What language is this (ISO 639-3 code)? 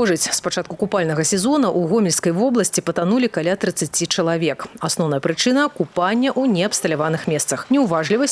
bel